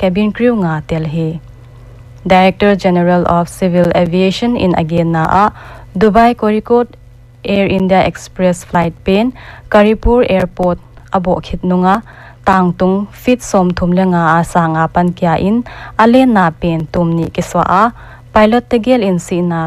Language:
Paite Chin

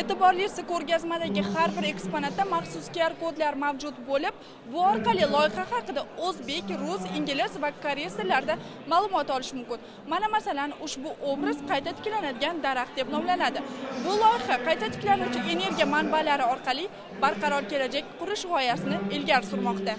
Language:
Uzbek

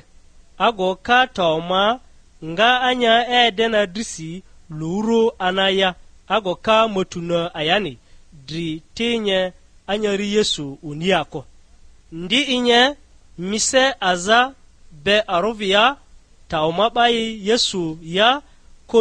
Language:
Lugbara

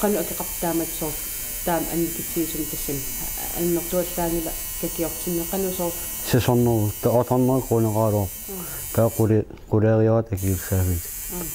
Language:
Kalaallisut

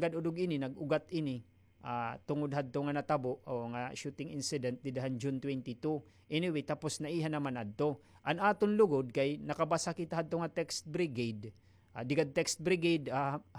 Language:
Waray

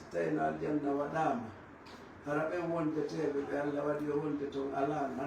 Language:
Fula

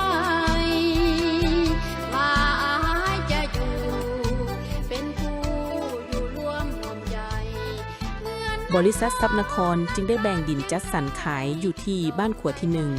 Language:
Lao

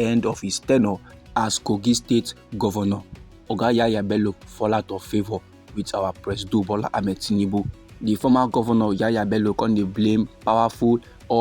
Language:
Nigerian Pidgin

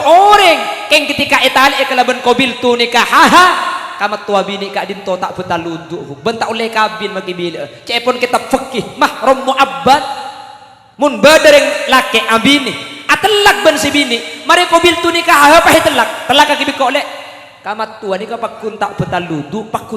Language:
Madurese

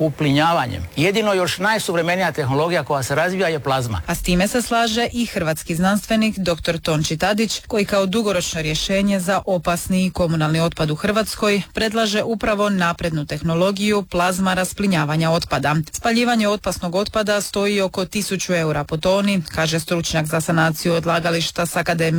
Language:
Croatian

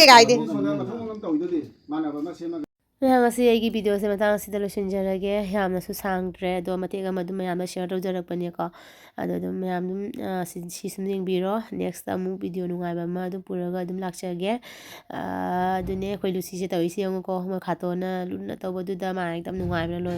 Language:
Manipuri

